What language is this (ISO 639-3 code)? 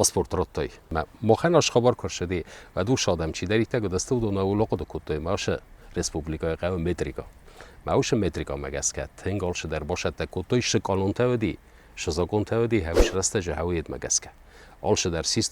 oss